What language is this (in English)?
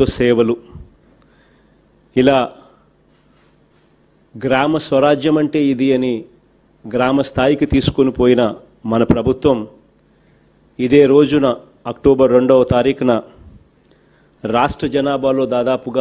Telugu